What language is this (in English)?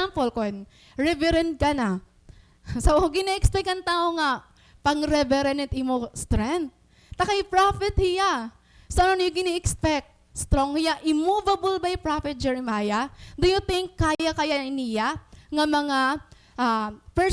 Waray